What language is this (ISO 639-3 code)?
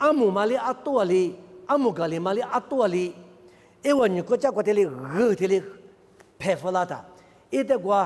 lis